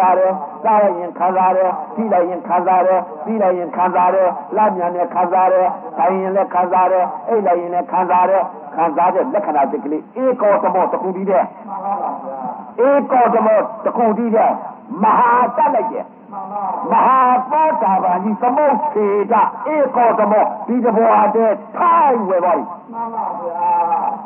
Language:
Burmese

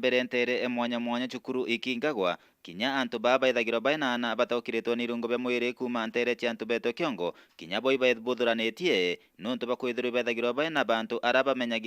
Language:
Meru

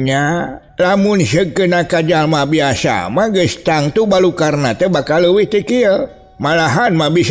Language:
Sundanese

